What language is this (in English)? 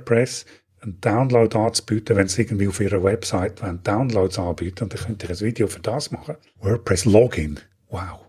Swiss German